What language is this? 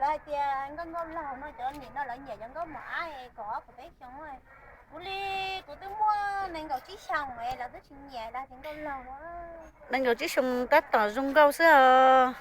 Hmong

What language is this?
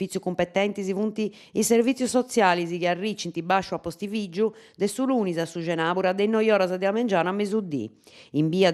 Sardinian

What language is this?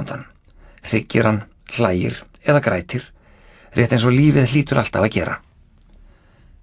Icelandic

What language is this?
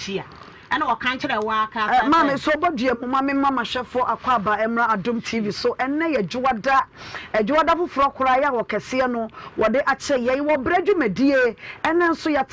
Akan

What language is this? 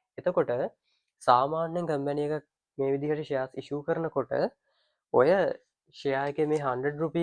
Sinhala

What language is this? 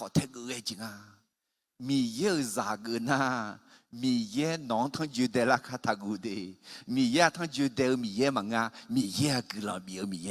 Akha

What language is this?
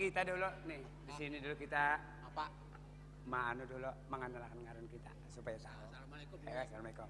Banjar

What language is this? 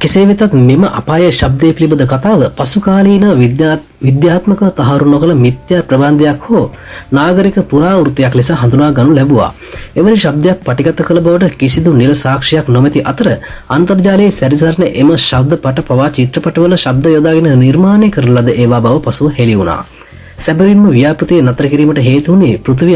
Sinhala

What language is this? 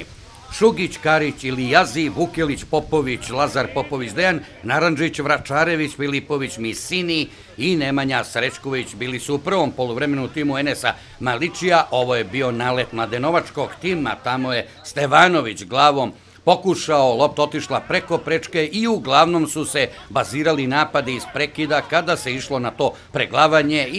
Serbian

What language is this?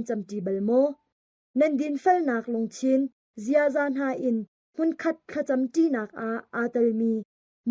Hakha Chin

